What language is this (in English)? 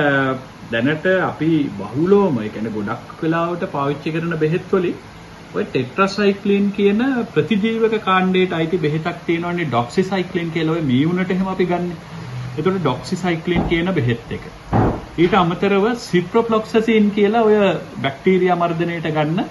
Sinhala